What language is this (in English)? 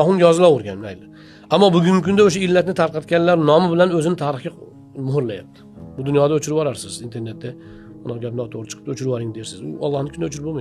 Uzbek